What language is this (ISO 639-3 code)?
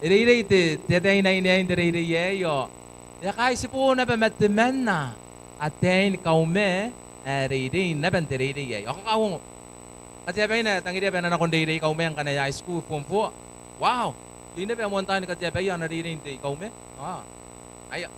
gil